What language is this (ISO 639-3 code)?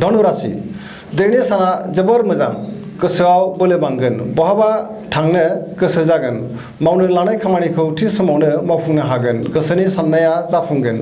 brx